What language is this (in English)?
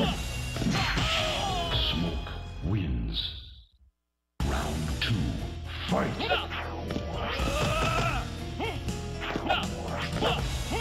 English